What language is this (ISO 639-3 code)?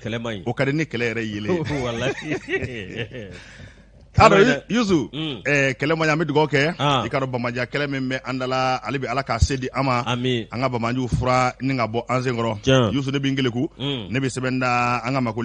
bam